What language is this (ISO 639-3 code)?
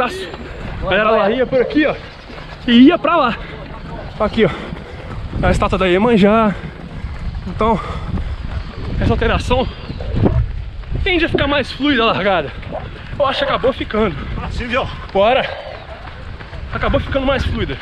por